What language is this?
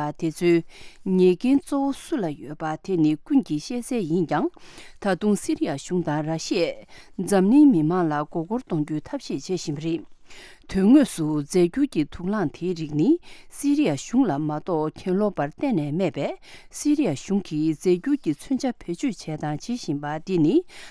Tibetan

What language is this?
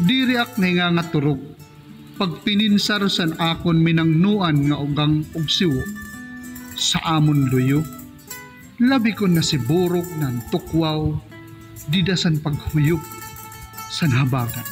Waray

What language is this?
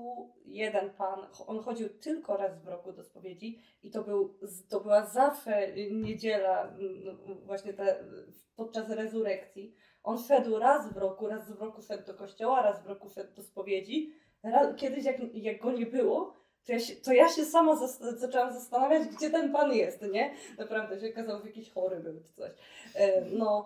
Polish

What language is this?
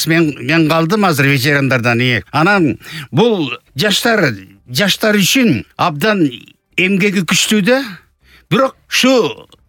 Kyrgyz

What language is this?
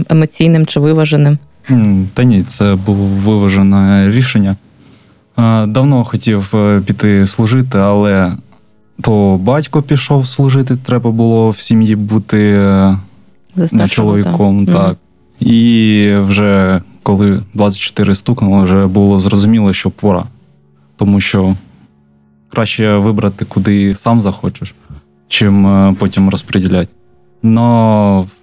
Ukrainian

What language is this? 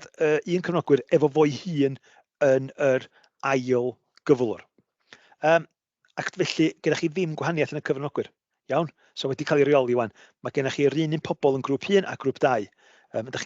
Welsh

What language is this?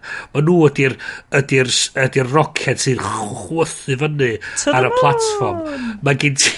Welsh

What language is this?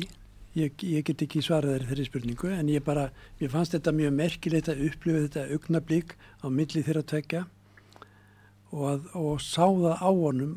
Icelandic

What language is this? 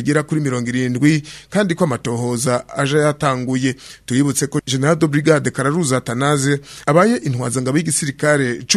Rundi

